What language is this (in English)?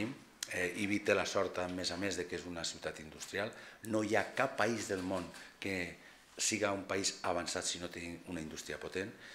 Catalan